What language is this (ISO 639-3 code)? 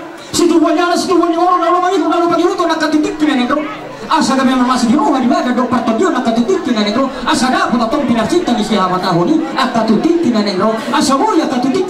bbc